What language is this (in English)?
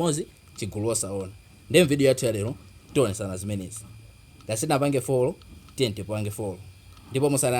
Nyanja